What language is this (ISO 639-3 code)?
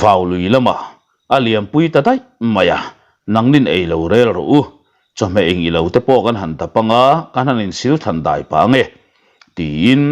lus